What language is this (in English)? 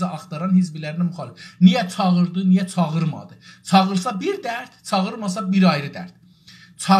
South Azerbaijani